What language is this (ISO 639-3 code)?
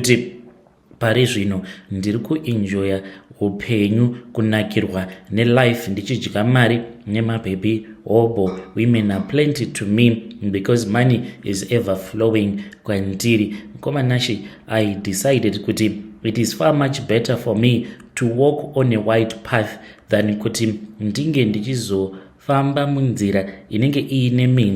sna